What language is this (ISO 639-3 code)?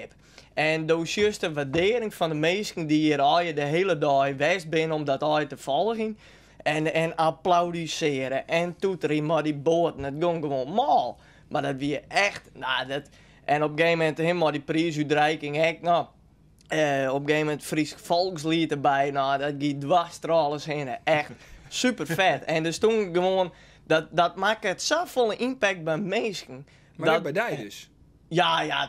fry